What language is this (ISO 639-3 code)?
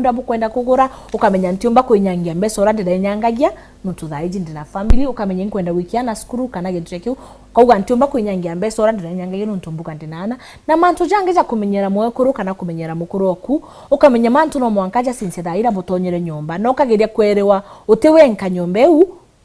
mer